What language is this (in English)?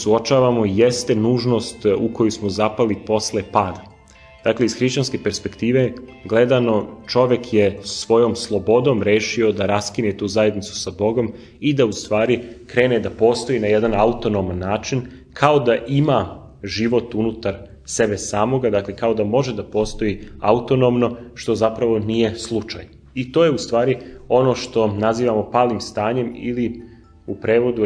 Serbian